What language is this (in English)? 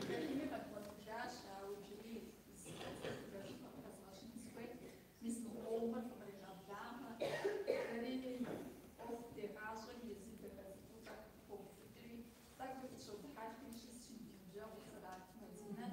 Kabardian